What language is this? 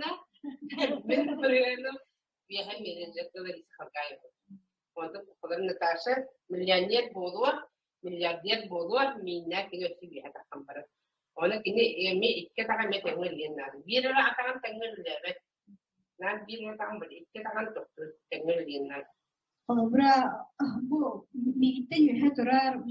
Yakut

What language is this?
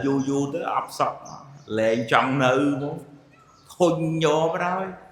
Khmer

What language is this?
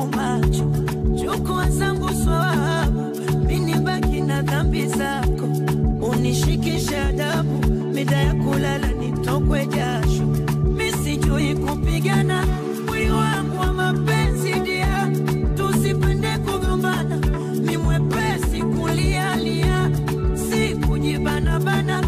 Swahili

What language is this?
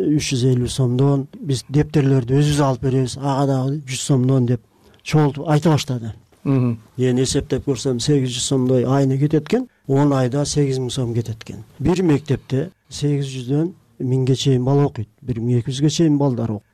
Kyrgyz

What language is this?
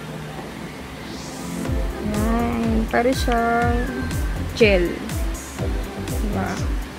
Filipino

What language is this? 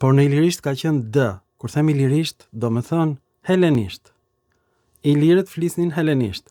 Albanian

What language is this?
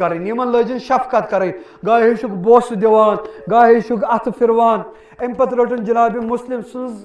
Kashmiri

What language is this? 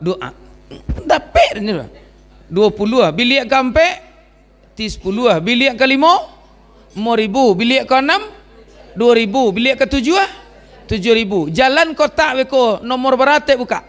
Minangkabau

